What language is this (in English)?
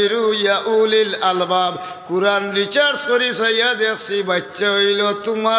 Sylheti